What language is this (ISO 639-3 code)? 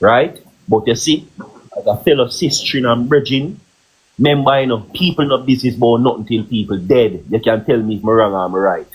jam